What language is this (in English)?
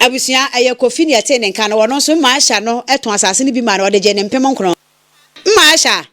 Akan